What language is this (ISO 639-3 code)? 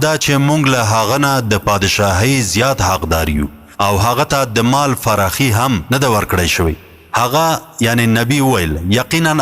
pus